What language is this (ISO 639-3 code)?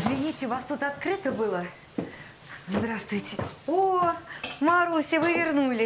rus